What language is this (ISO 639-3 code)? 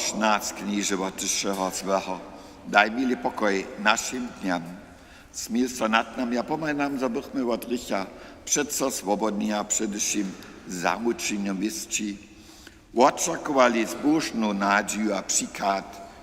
hsb